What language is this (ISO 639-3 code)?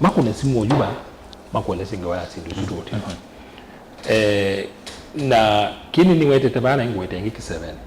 kam